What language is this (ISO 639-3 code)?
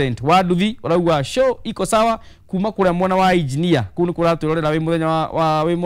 kik